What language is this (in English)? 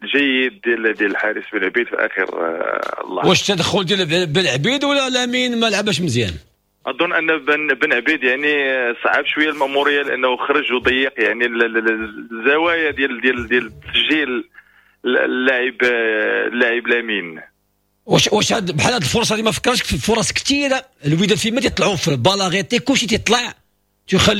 Moroccan Arabic